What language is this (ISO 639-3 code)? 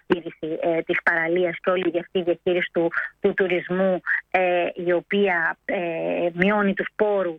ell